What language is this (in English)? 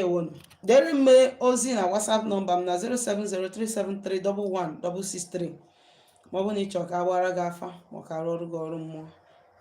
Igbo